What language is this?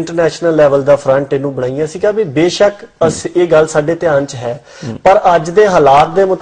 Punjabi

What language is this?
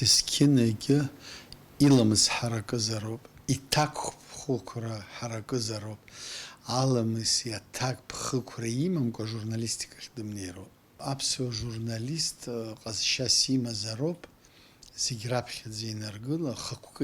Abkhazian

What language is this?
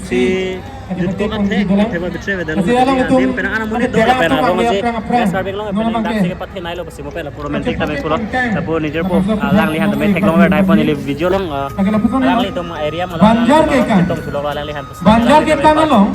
Karbi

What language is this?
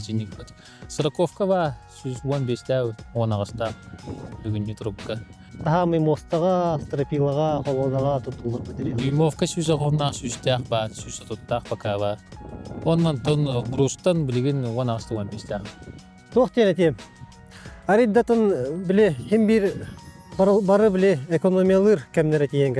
Yakut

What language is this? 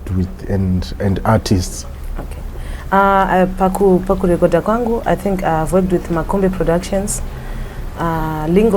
Shona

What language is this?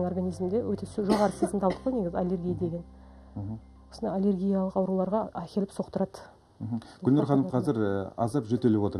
Kazakh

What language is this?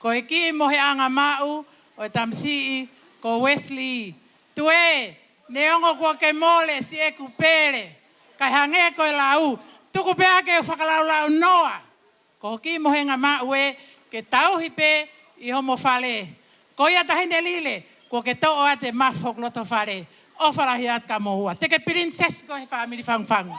Tongan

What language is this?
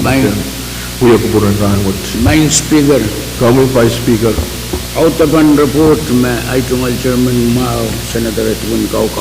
Pohnpeian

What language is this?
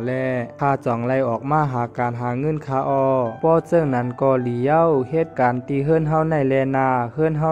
Shan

